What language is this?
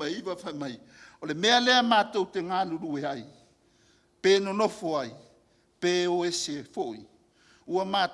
Samoan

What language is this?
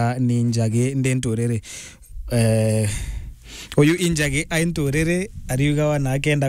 Meru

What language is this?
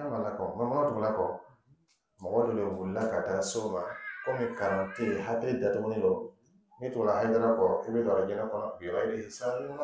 Dyula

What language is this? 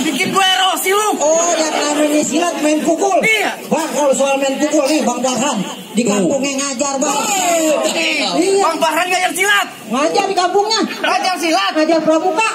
Betawi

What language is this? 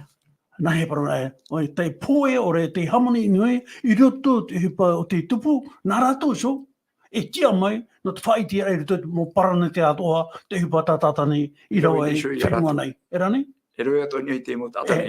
Tahitian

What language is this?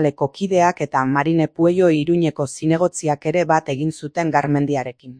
Basque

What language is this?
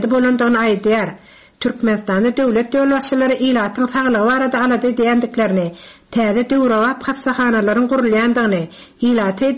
Turkmen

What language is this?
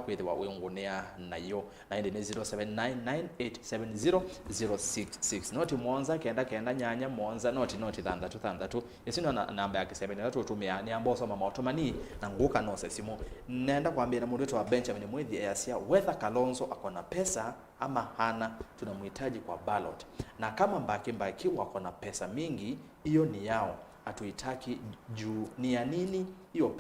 Kamba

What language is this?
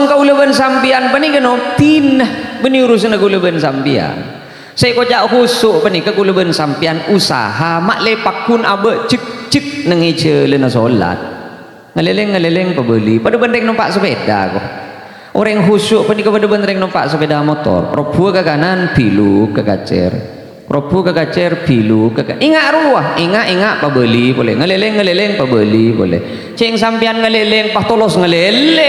Madurese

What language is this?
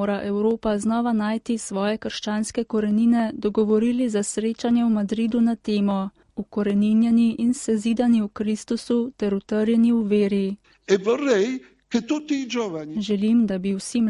Slovenian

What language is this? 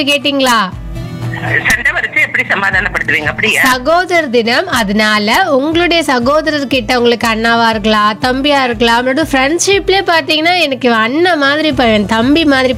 Tamil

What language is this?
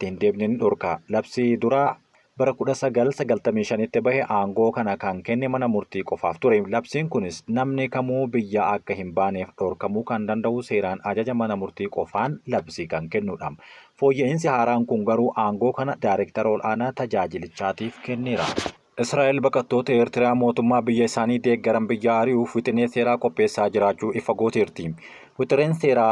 Oromo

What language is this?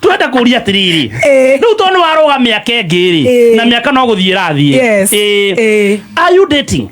Kikuyu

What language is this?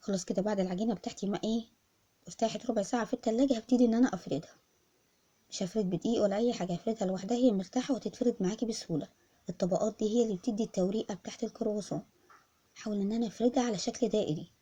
Egyptian Arabic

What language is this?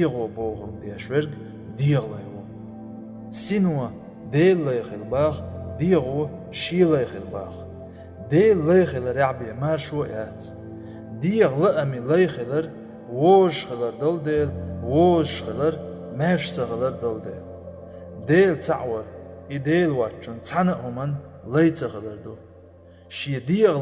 Chechen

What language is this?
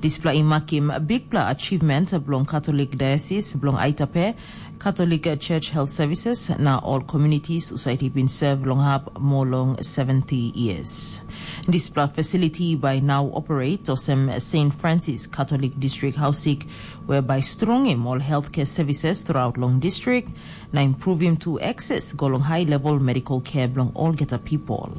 Tok Pisin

